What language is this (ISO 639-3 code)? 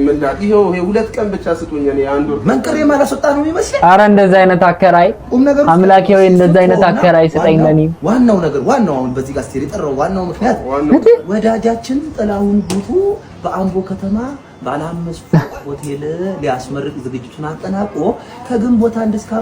amh